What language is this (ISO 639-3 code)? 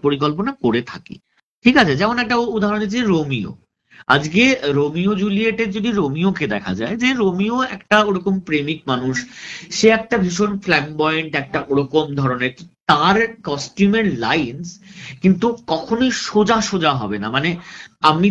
ben